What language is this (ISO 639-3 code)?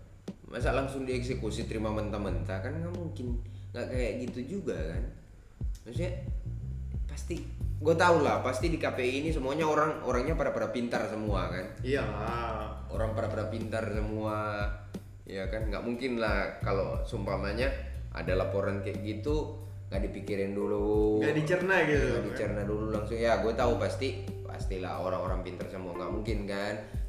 ind